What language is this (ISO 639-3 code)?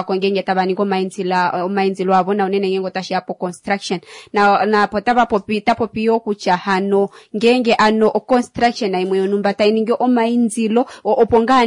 kua